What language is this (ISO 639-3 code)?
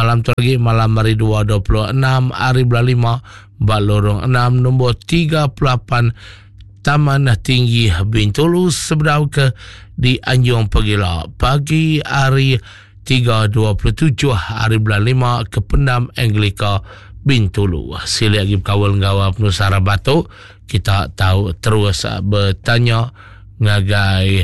iba